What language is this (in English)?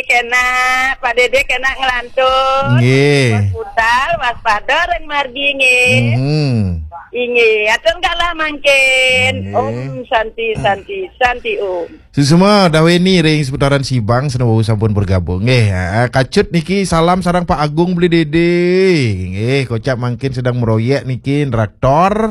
Balinese